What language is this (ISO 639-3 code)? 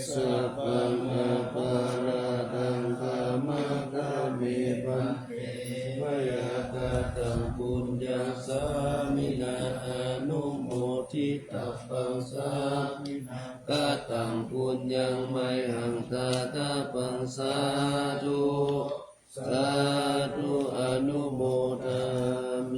pli